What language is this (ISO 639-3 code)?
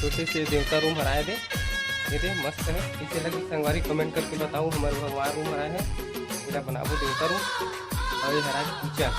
hne